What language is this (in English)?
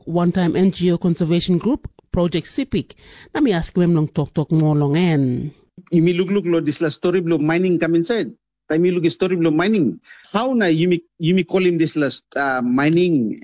Tok Pisin